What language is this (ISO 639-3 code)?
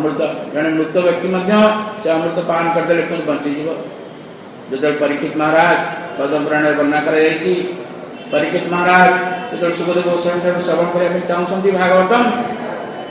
ori